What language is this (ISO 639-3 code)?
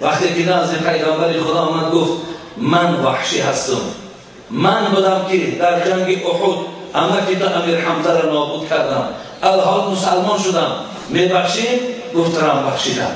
tgk